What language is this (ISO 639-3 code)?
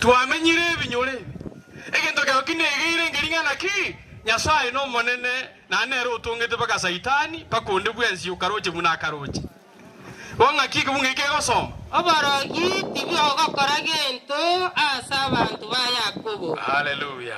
guz